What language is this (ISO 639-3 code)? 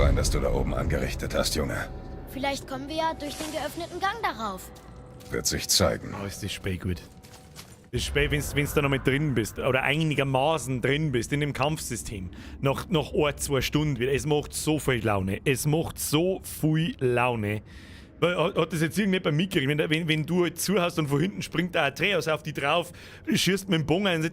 bar